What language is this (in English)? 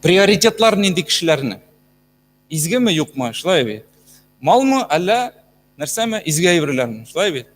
Tatar